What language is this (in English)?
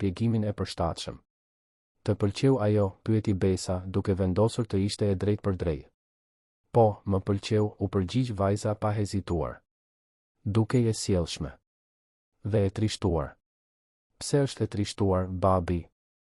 Albanian